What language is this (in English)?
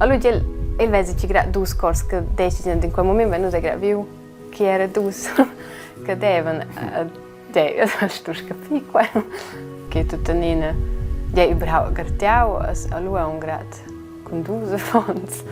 Romansh